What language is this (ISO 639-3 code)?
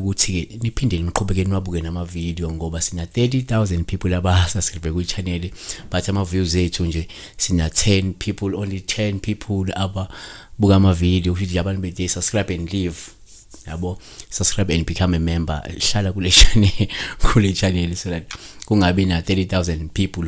zul